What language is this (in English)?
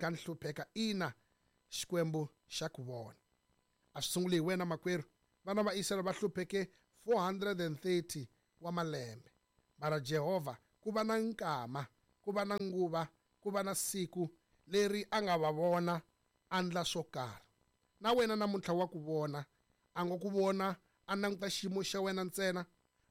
Tsonga